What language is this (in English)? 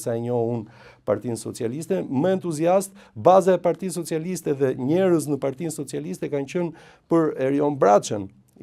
Albanian